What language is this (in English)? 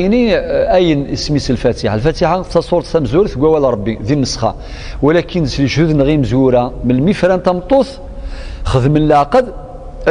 Kabyle